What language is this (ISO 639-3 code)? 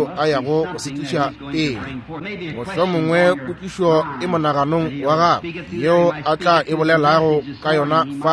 nso